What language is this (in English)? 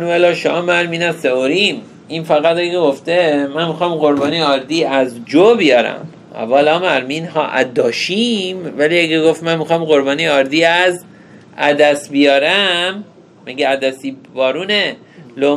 Persian